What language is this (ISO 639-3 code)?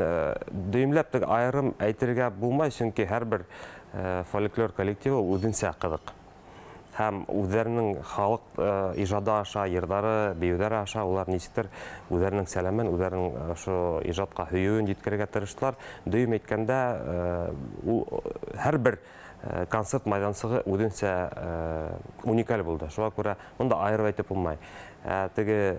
bak